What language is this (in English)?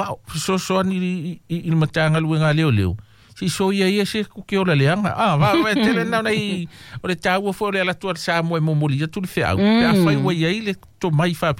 Samoan